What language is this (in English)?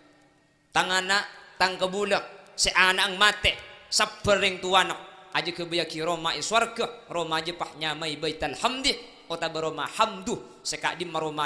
Madurese